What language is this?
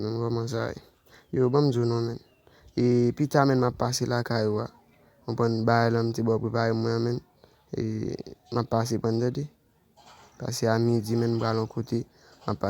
Haitian Creole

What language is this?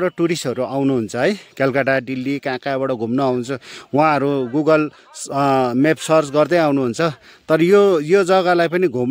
Nepali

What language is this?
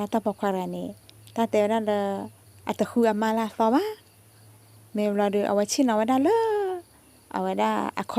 S'gaw Karen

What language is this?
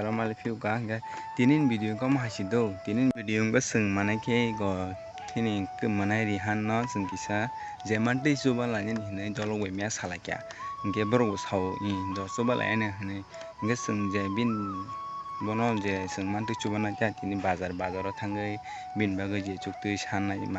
Kok Borok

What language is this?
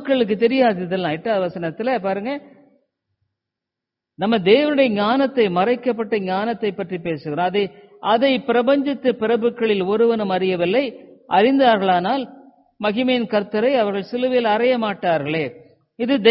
Tamil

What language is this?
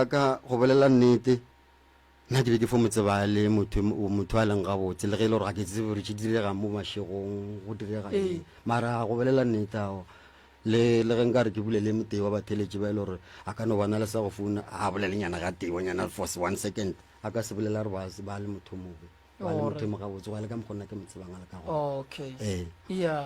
Northern Sotho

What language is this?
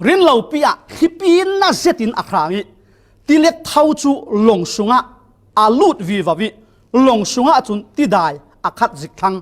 Falam Chin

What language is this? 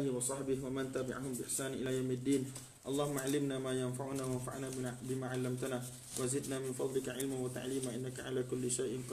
Malay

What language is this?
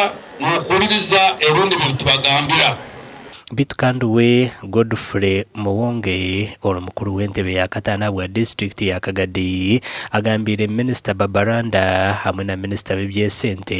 Nyankole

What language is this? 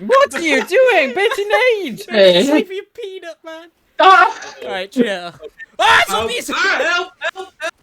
Welsh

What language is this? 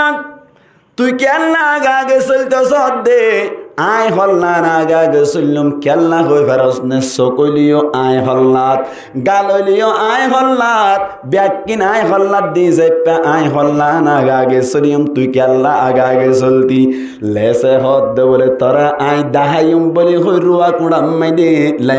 Rohingya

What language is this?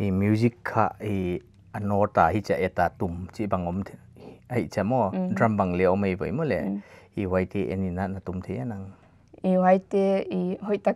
Paite Chin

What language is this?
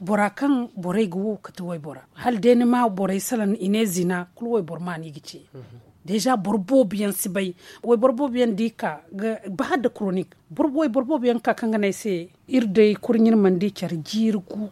Zarma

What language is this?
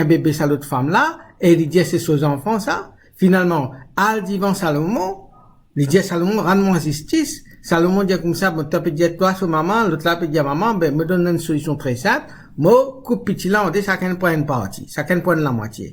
Morisyen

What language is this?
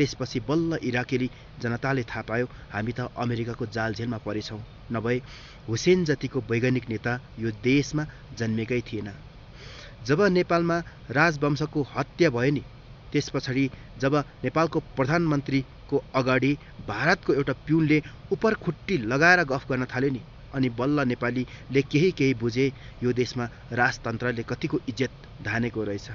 Nepali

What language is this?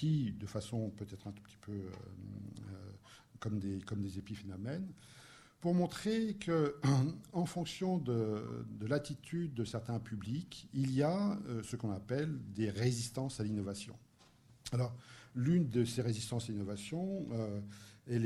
French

